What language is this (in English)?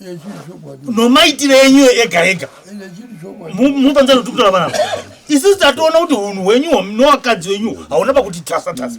Shona